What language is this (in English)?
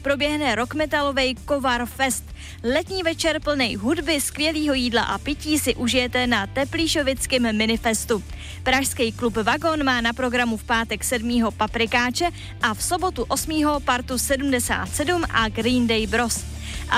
Czech